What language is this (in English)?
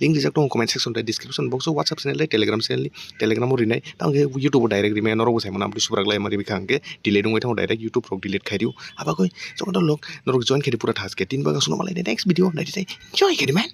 Kok Borok